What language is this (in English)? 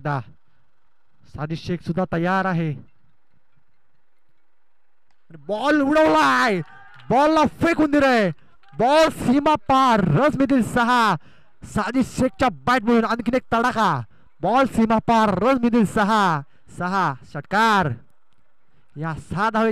Marathi